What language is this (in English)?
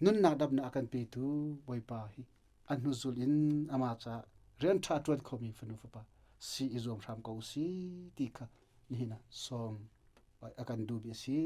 Hakha Chin